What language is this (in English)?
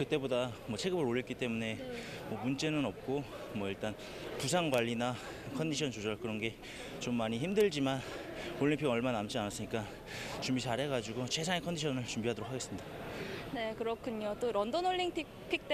Korean